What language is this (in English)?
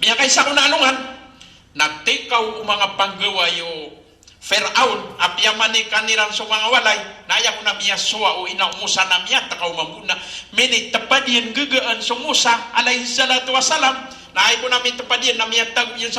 Maranao